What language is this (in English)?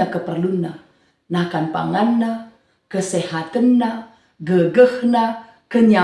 Batak Karo